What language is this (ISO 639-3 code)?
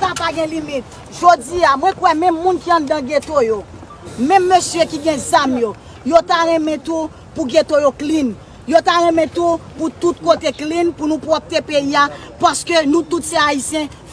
hat